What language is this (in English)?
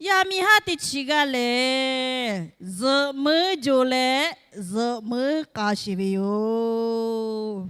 Lahu